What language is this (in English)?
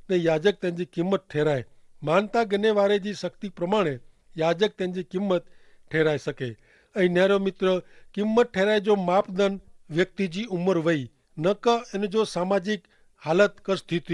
Kachhi